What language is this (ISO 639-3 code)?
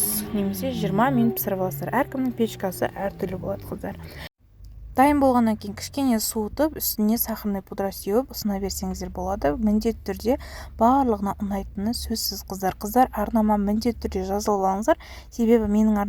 kaz